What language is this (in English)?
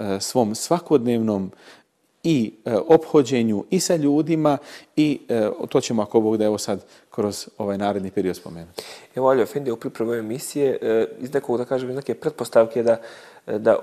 Bosnian